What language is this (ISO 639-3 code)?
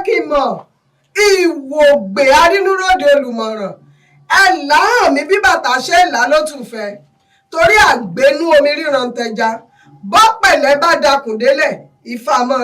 yor